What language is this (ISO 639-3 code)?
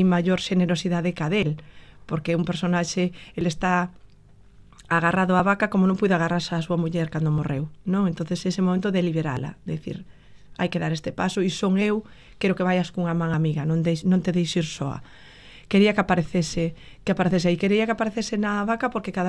glg